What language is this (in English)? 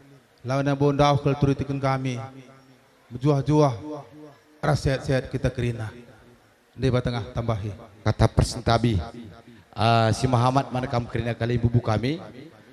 Batak Karo